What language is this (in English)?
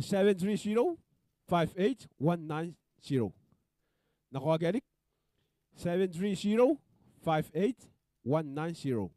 Gilbertese